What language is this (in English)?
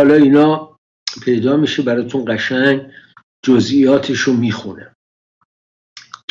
Persian